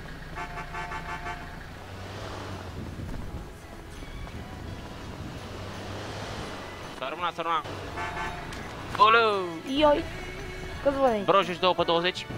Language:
Romanian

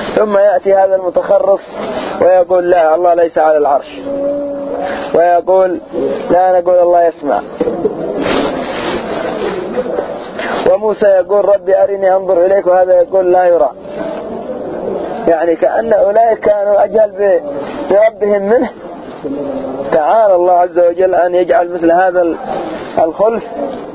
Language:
Arabic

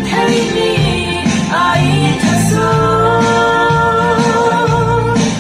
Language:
Falam Chin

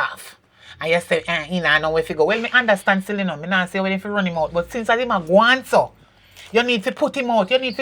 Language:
Jamaican Creole English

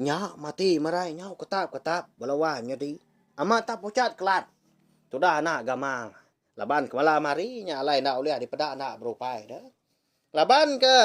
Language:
Iban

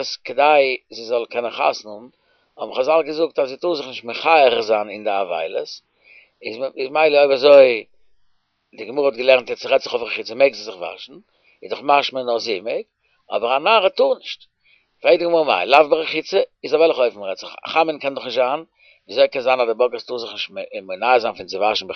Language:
Yiddish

